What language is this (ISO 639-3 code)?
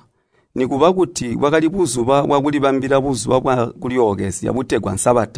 toi